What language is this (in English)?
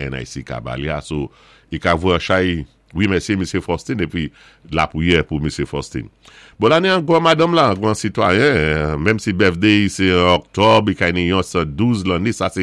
Saint Lucian Creole French